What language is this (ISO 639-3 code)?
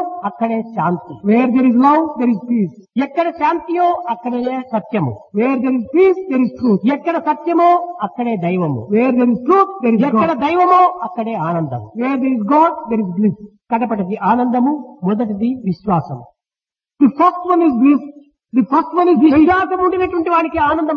tel